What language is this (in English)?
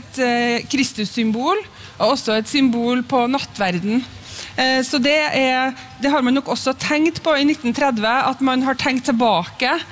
Norwegian